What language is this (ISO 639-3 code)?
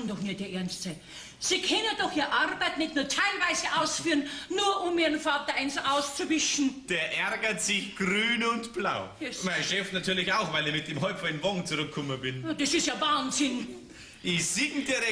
bar